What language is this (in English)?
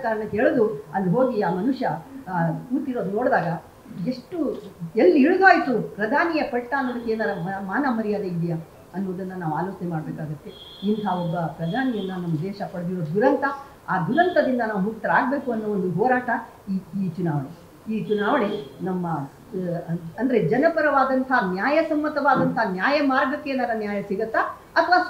Kannada